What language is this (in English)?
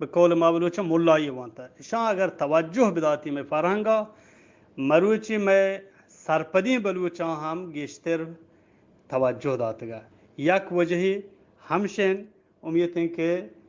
Eastern Balochi